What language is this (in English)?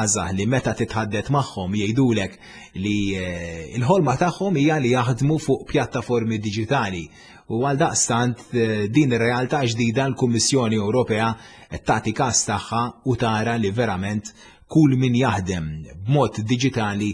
Maltese